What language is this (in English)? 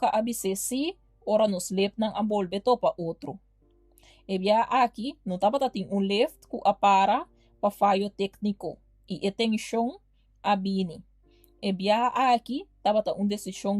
Papiamento